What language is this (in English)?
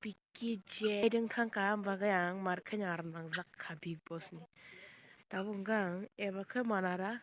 Kok Borok